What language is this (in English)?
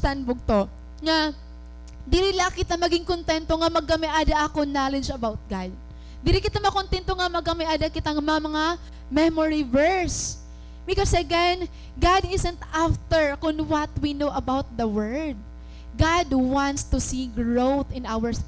Waray